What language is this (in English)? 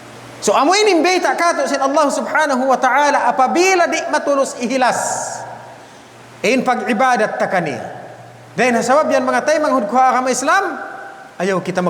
Tausug